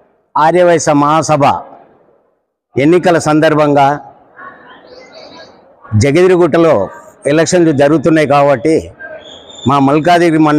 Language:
Telugu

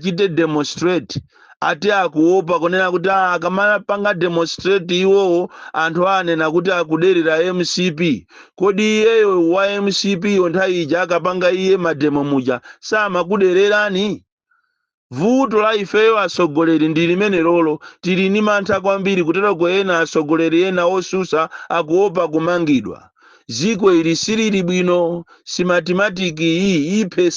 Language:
Nyanja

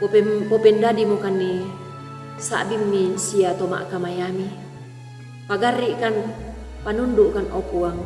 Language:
Toraja-Sa'dan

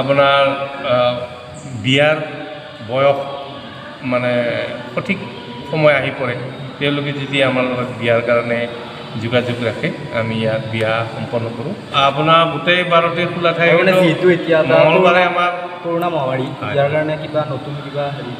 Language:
Assamese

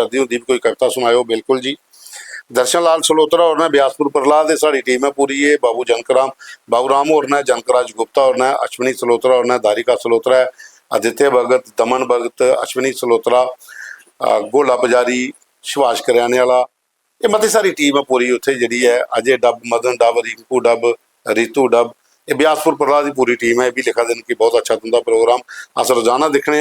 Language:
Dogri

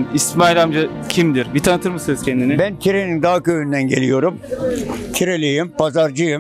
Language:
Turkish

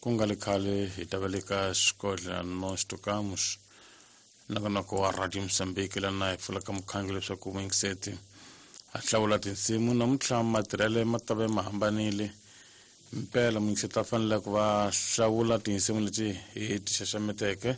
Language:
Tsonga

